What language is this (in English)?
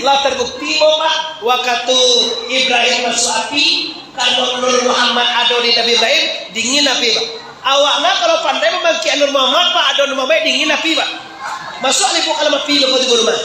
Minangkabau